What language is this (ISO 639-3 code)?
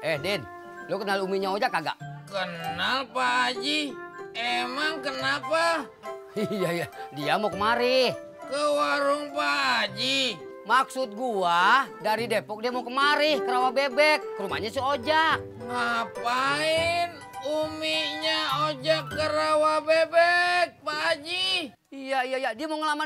bew